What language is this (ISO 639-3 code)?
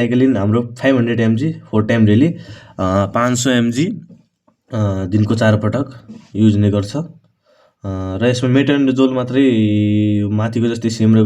nep